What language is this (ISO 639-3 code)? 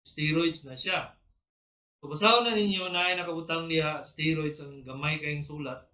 ceb